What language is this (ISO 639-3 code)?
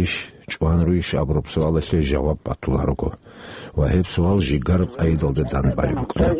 ava